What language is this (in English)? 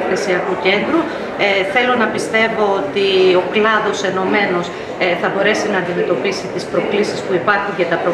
Greek